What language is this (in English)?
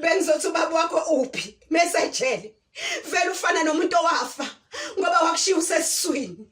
Zulu